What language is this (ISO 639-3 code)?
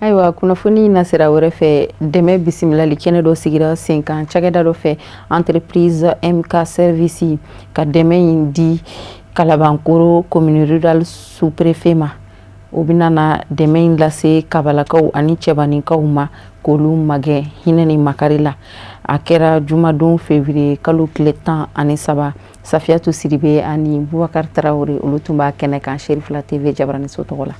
bam